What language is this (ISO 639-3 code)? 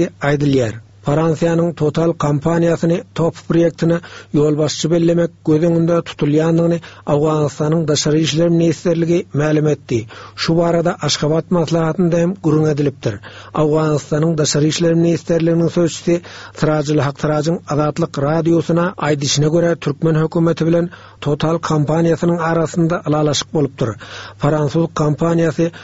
tuk